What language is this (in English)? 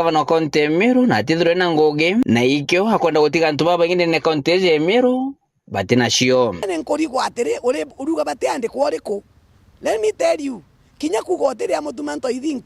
Meru